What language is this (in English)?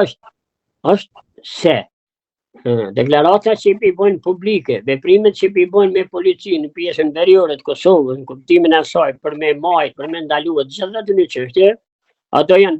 Albanian